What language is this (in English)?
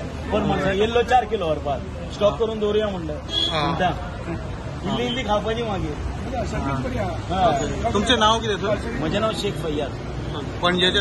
Konkani